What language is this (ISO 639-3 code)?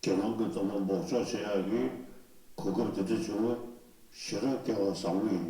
bod